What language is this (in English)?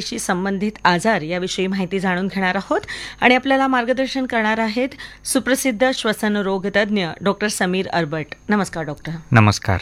Marathi